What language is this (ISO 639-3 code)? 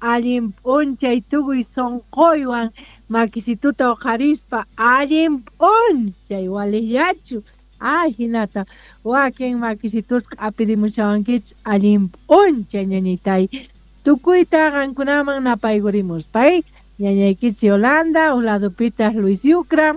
que